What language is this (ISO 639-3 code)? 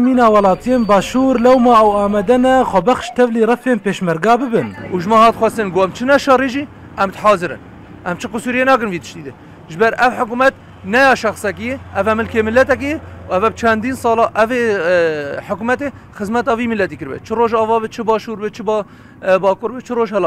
kur